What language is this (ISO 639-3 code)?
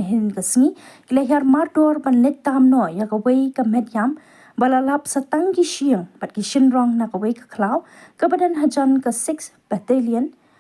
kha